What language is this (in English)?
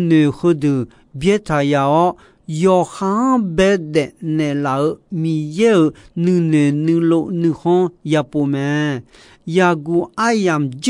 Akha